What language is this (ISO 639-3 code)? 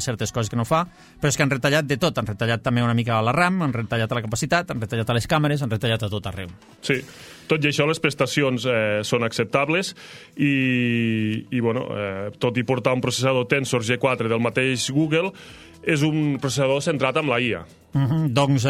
cat